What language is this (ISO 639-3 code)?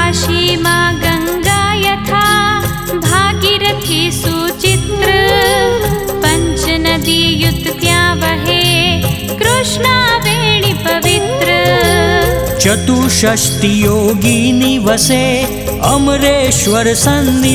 guj